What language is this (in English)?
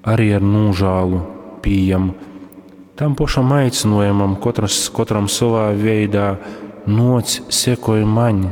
Latgalian